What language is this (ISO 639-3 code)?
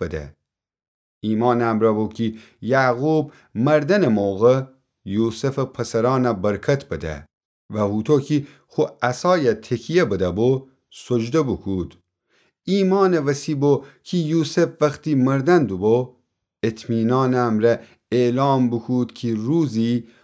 glk